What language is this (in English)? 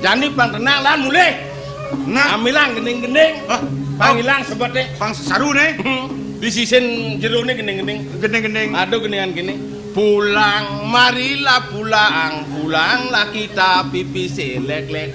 Balinese